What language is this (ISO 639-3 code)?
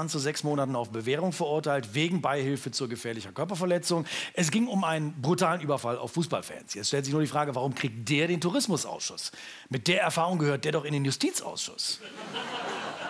deu